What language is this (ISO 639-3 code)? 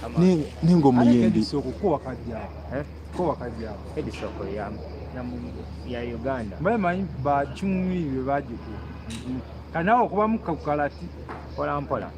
lug